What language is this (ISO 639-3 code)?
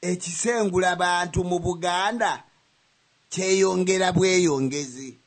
lug